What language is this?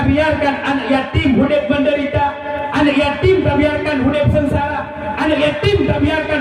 Achinese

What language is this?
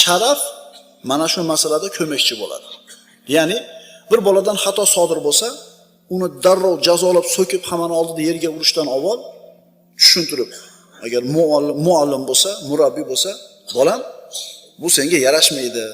Uzbek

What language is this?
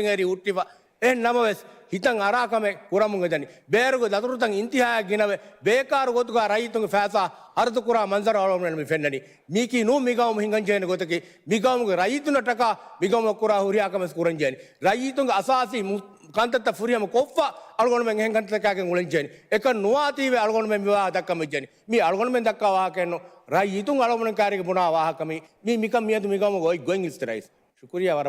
Divehi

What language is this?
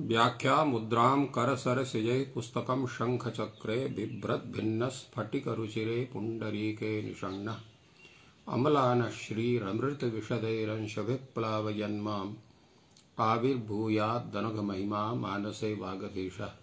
Sanskrit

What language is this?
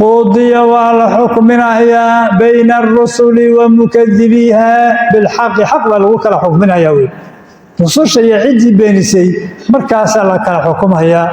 Somali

